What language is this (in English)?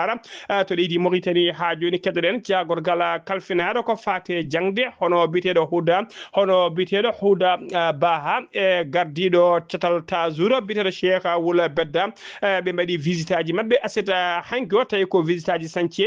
Fula